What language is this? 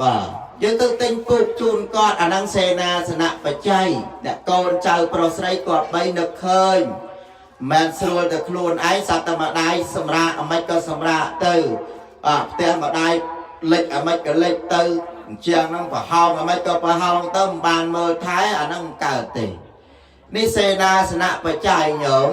Khmer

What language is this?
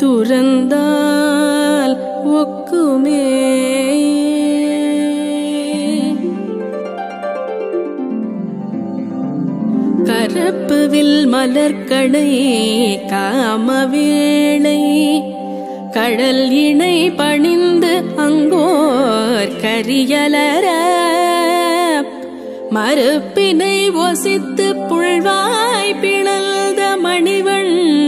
Tamil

